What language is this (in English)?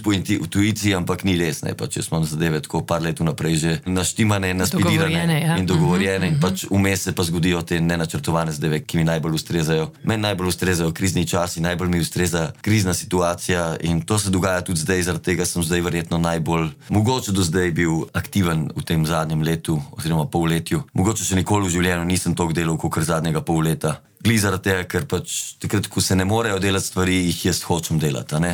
Slovenian